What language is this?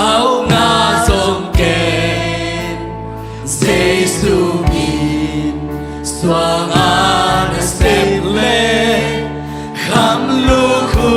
Tedim Chin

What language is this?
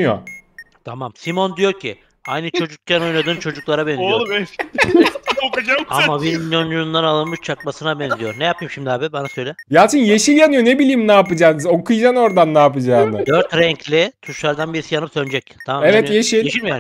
Turkish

